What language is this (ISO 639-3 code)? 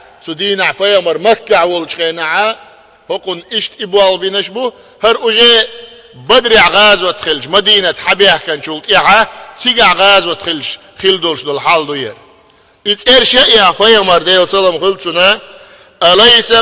che